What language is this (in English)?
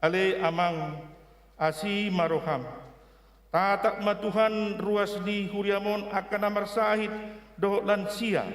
Batak Toba